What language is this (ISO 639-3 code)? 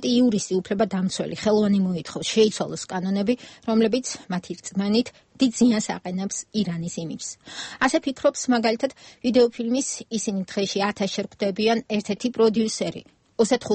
kat